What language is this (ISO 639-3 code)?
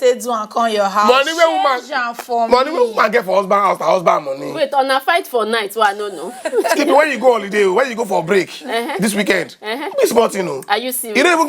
pcm